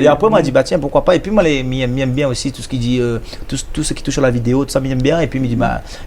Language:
Réunion Creole French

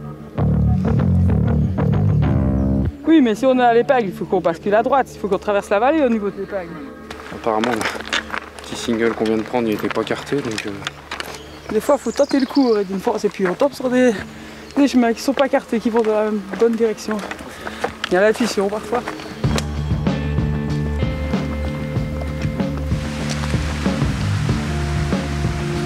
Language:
French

